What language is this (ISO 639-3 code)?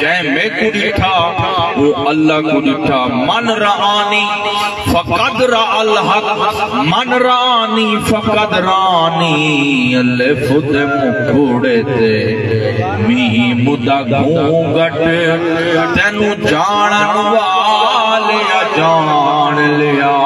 skr